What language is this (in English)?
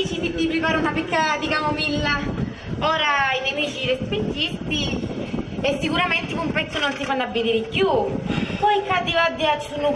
Sicilian